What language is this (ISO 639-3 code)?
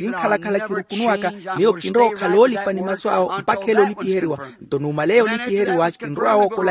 vmw